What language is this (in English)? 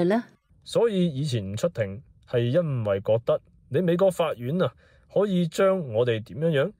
Cantonese